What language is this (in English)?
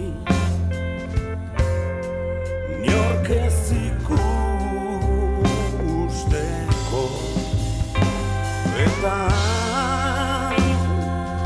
Basque